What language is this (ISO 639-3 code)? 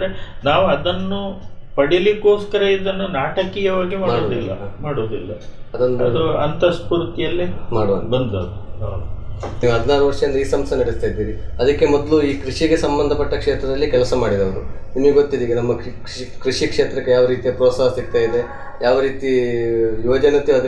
kan